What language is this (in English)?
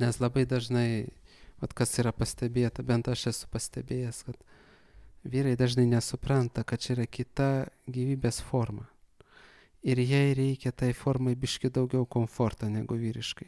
Lithuanian